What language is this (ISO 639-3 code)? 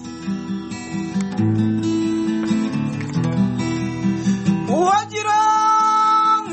kin